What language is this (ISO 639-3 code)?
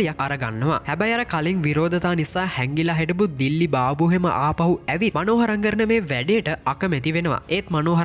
sin